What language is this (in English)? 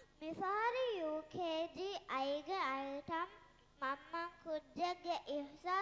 Divehi